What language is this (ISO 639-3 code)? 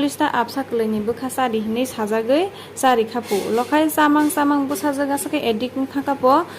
trp